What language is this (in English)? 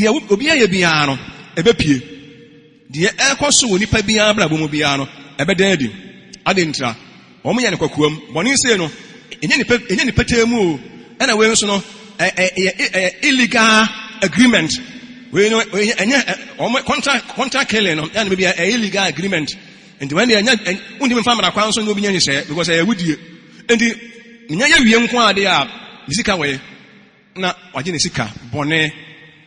Akan